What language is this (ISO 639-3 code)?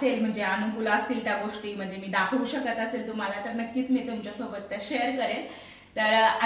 mar